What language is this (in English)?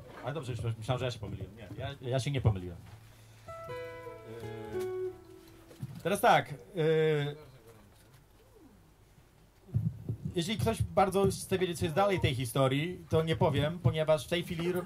Polish